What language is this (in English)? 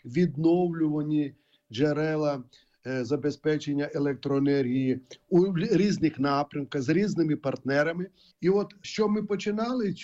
Ukrainian